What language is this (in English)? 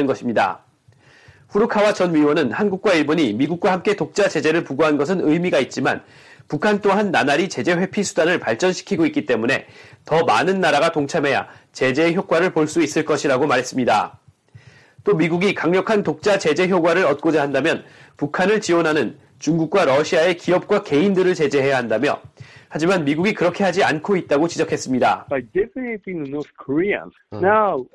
Korean